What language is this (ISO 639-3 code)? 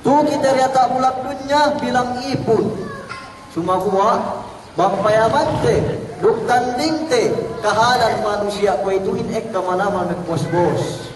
yka